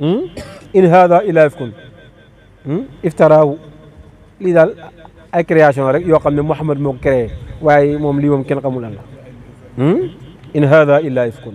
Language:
Wolof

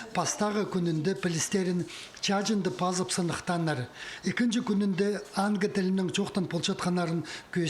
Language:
Khakas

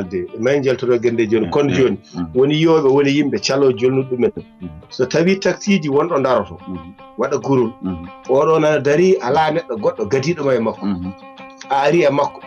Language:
Fula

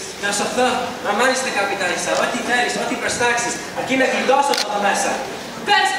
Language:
Greek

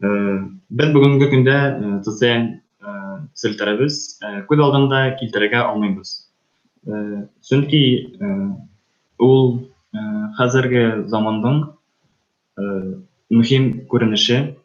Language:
Bashkir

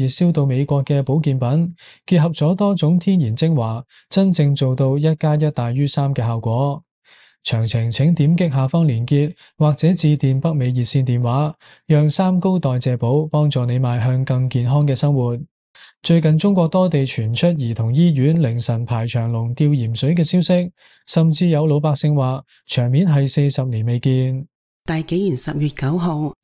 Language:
Cantonese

